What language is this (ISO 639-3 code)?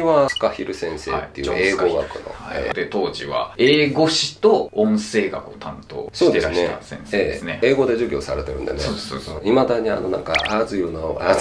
jpn